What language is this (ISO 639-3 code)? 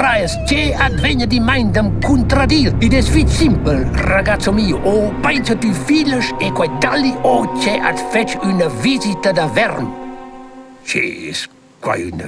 roh